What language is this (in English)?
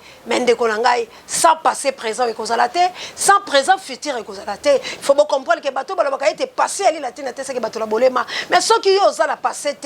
Lingala